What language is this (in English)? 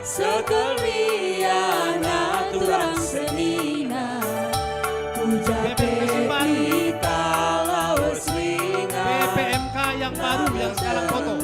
Batak Karo